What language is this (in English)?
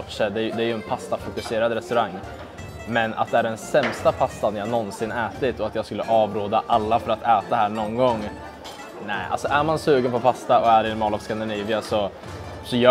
Swedish